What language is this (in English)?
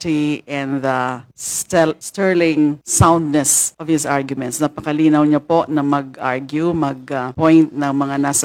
Filipino